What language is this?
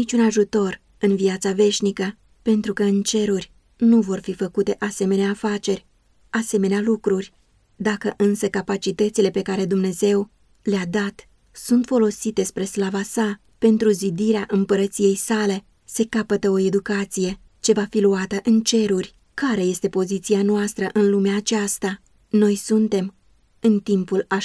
Romanian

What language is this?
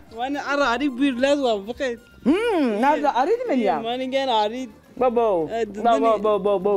Zaza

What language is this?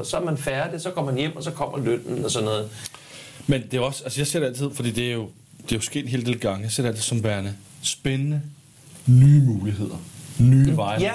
Danish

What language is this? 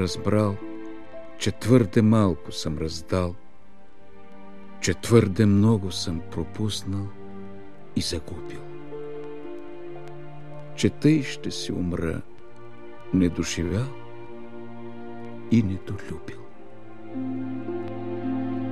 Bulgarian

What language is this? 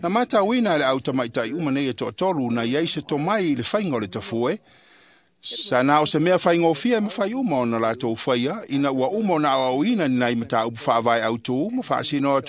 Samoan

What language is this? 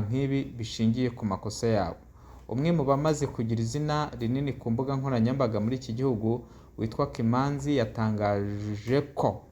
Kinyarwanda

